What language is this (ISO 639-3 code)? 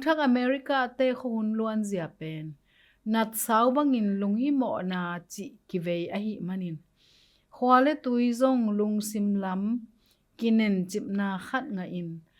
ctd